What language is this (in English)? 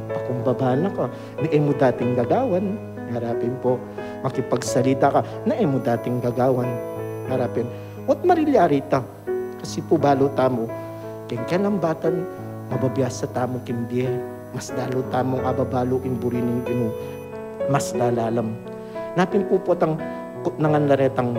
Pampanga